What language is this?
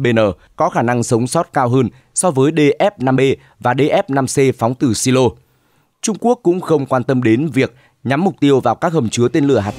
Vietnamese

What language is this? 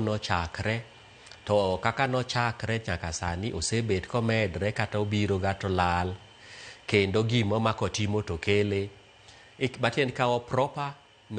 Luo (Kenya and Tanzania)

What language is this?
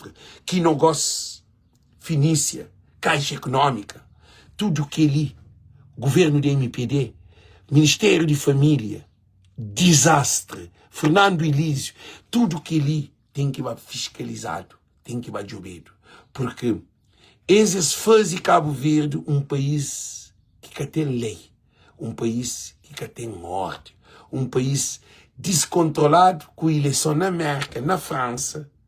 Kabuverdianu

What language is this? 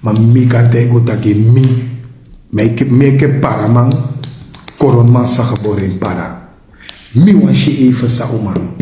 Sranan Tongo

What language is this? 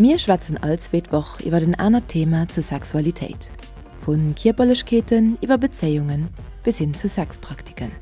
Luxembourgish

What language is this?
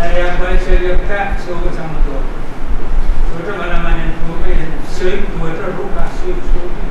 Pohnpeian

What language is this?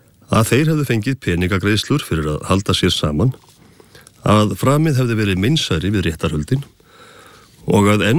Icelandic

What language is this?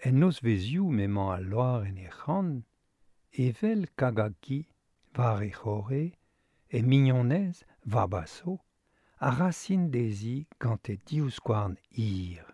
Breton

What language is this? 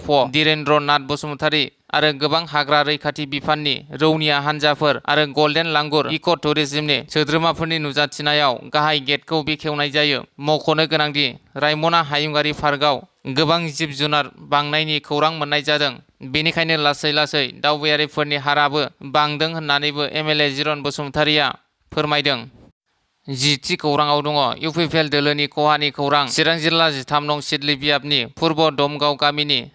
Bodo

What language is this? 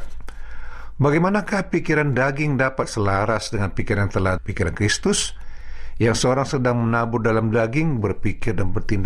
Indonesian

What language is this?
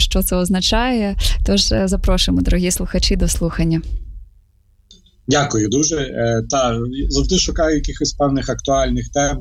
Ukrainian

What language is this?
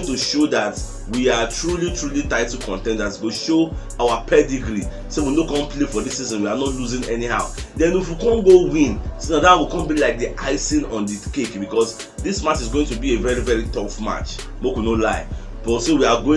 Nigerian Pidgin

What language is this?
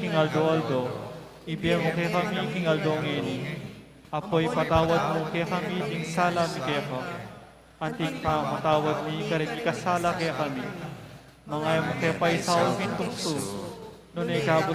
Pampanga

